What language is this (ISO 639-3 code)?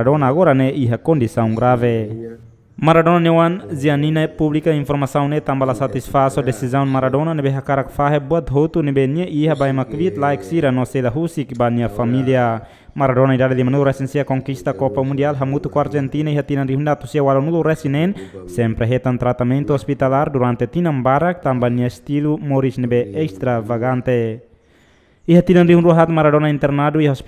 tet